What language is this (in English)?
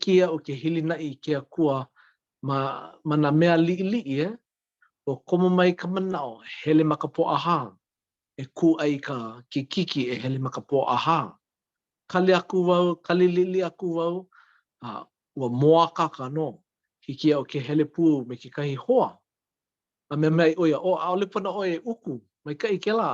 Hawaiian